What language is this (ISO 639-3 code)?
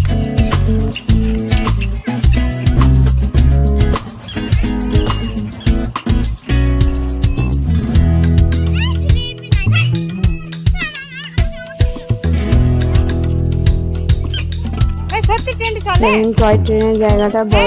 ben